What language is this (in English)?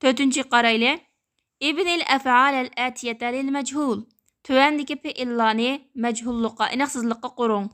Uyghur